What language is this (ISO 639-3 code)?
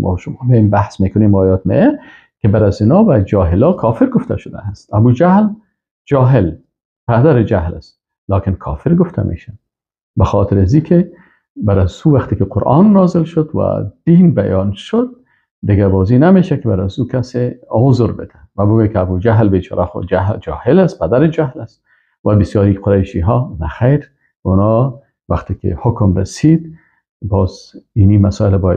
fas